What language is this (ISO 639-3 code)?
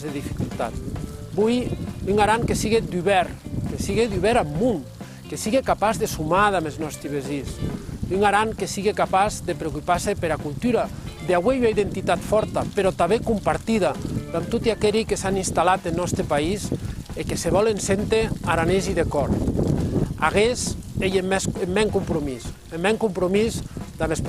oci